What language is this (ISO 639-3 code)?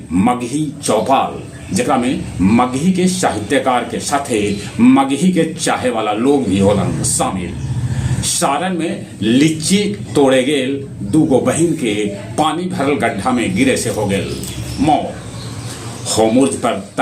mag